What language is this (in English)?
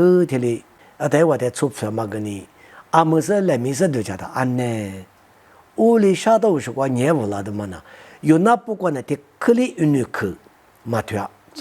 Lisu